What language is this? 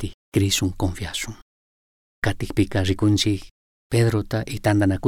Chimborazo Highland Quichua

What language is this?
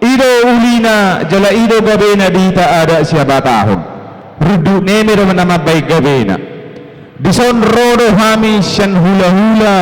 Batak Toba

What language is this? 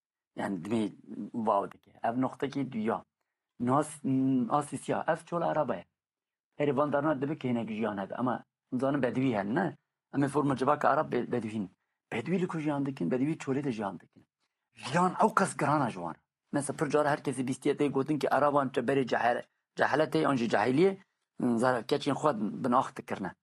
Kurdish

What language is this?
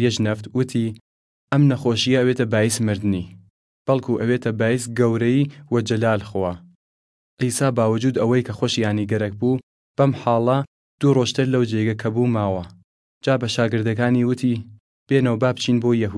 Southern Kurdish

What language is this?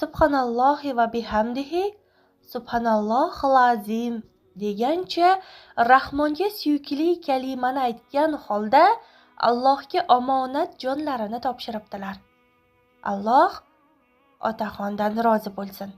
Uzbek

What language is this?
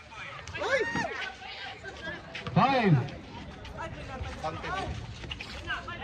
Filipino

